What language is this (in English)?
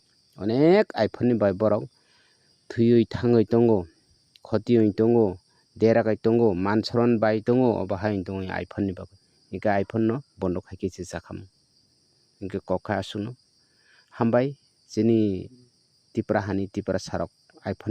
Kok Borok